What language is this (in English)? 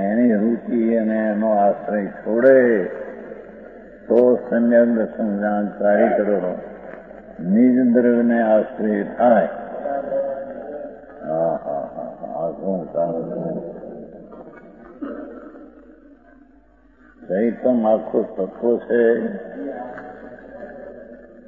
Gujarati